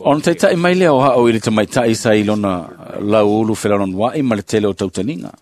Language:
Samoan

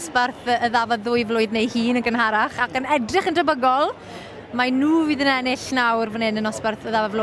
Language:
Welsh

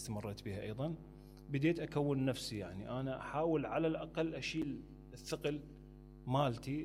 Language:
Mesopotamian Arabic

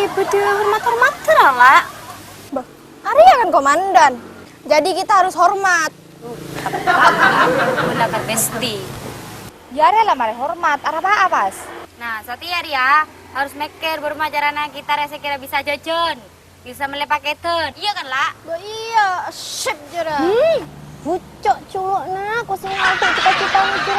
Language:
Madurese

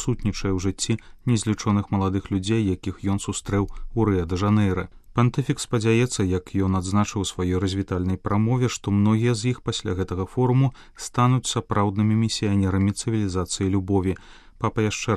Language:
Belarusian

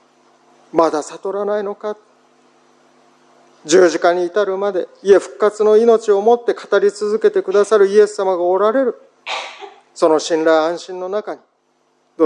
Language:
Japanese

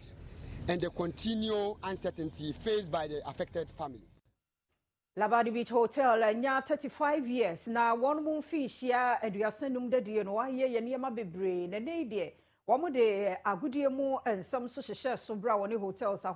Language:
Akan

